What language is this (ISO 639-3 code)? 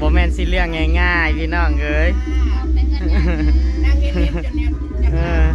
tts